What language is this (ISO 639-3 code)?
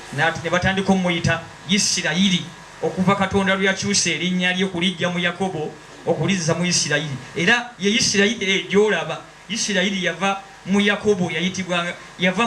lug